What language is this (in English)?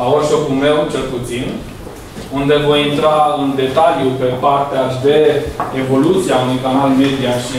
Romanian